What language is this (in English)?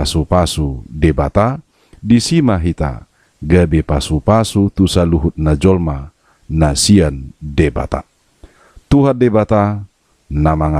Batak Toba